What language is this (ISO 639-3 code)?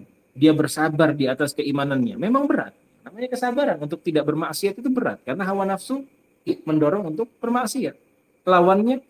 ind